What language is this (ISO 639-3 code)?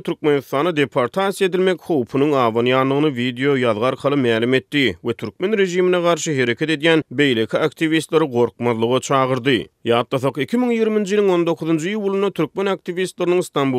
tuk